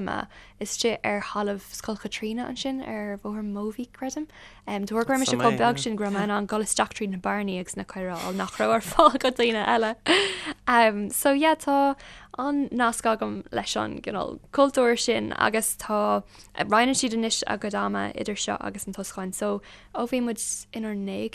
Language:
Irish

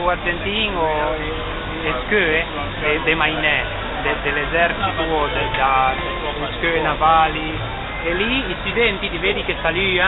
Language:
Ligurian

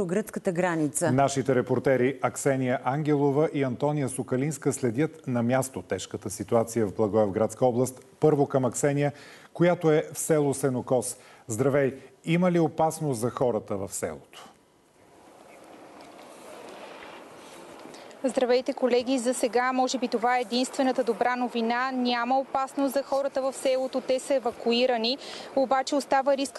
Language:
Bulgarian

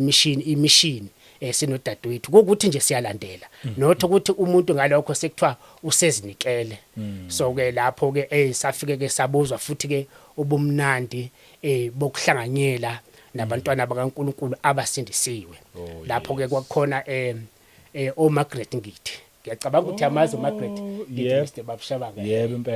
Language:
Zulu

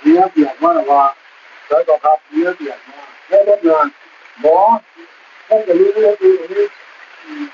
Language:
Northeastern Thai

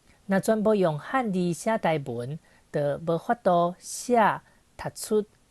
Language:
Min Nan Chinese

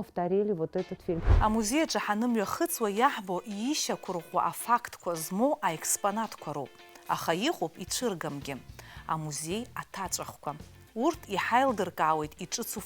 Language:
Abkhazian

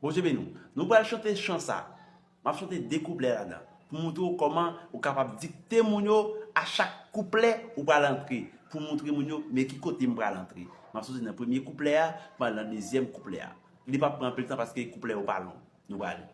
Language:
Haitian Creole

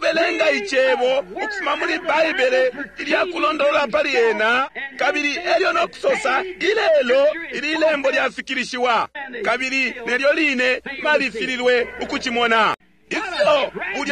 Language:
Bemba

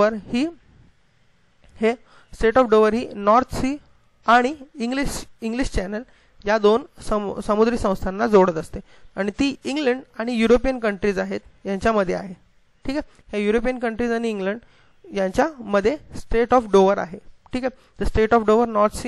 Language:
Marathi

